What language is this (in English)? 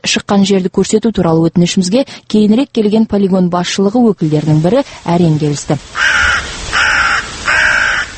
Kazakh